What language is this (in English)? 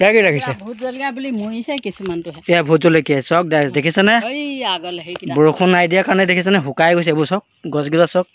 Assamese